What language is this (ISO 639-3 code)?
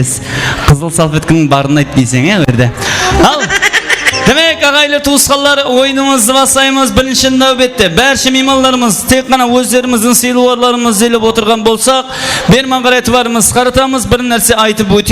kaa